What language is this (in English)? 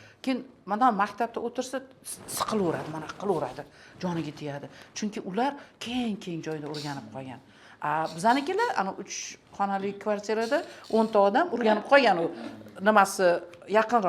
Uzbek